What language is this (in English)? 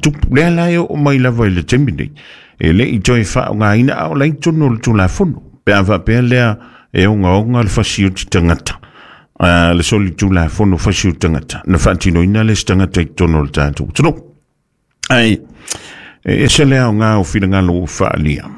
Samoan